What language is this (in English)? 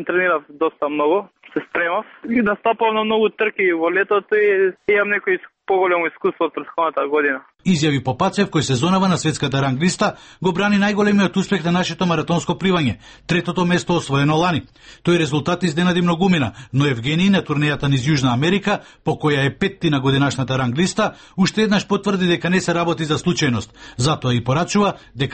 Macedonian